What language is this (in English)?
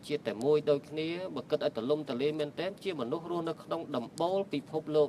Khmer